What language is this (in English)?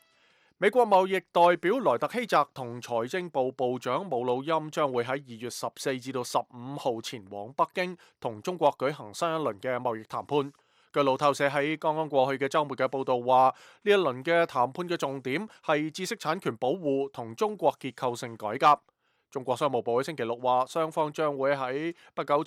Cantonese